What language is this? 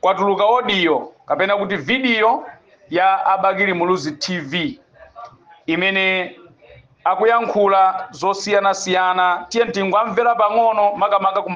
Nyanja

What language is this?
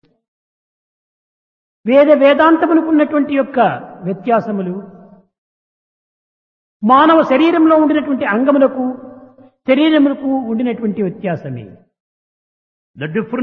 Telugu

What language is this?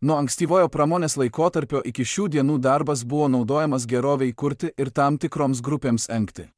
Lithuanian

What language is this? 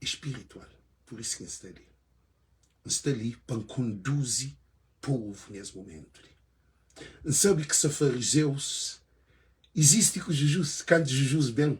Kabuverdianu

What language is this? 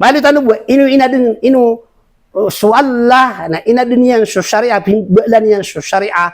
Maranao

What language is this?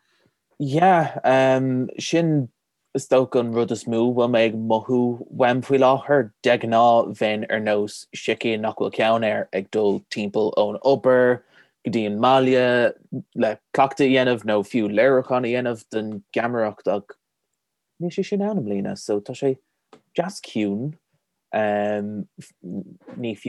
Irish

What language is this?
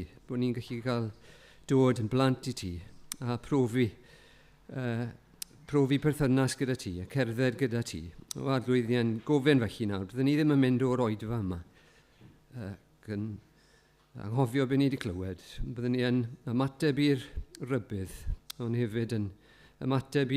Welsh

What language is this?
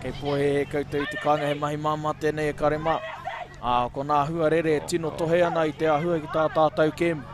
Māori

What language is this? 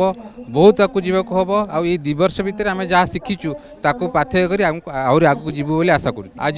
Odia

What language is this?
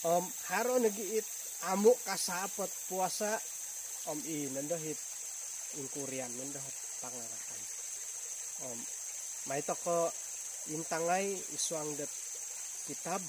Central Dusun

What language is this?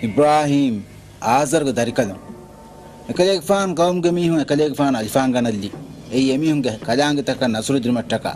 Divehi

